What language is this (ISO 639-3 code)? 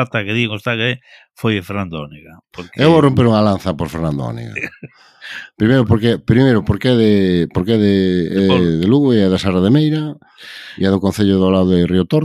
glg